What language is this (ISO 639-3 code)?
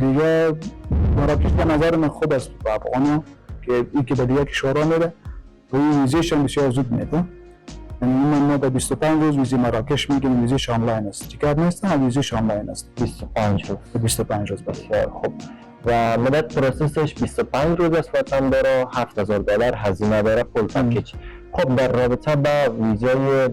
fas